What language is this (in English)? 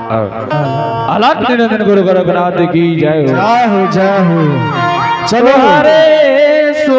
Angika